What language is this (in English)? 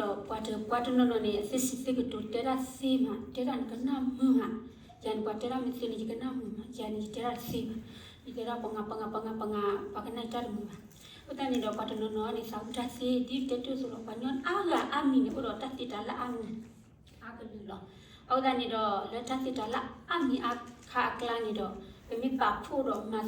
S'gaw Karen